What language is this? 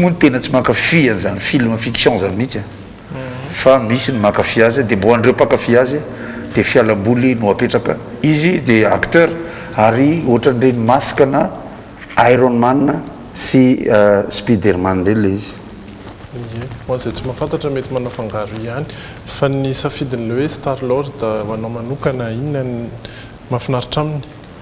Malagasy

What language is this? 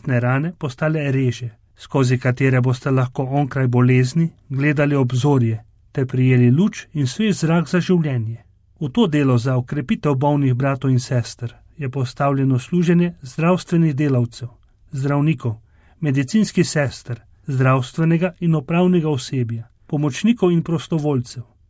Slovenian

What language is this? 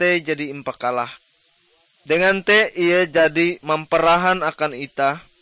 Ngaju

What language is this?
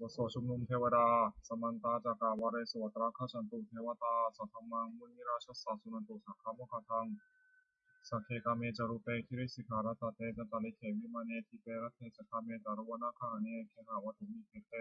Pali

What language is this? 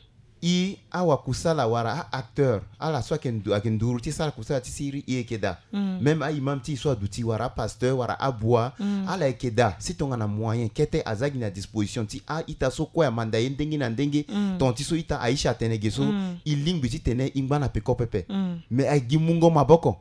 Sango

